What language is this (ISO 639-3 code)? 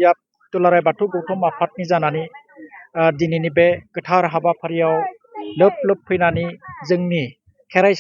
brx